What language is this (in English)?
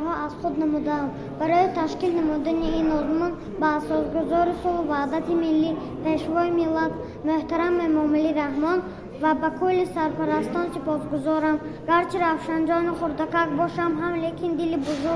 Tajik